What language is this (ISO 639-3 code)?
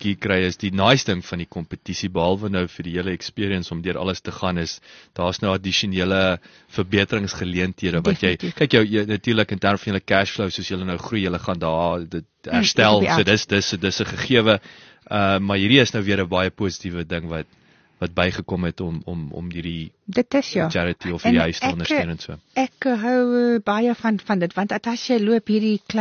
afr